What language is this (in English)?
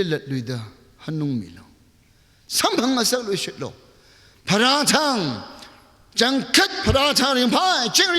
Tangkhul Naga (India)